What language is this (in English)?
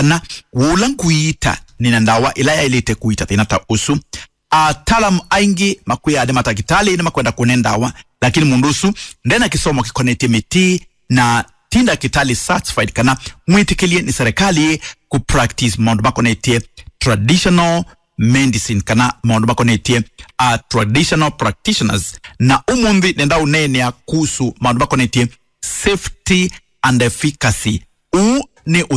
Kamba